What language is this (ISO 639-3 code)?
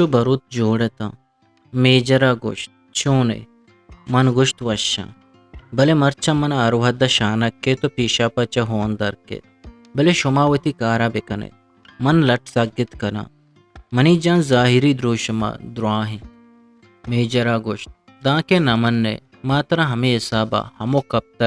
bgp